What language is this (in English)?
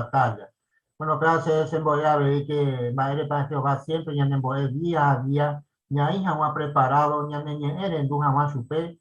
Guarani